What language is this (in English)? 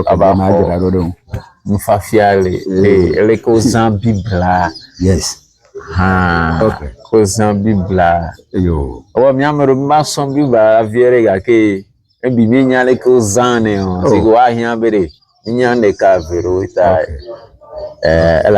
Ewe